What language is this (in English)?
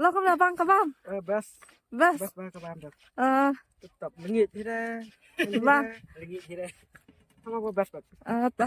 Khasi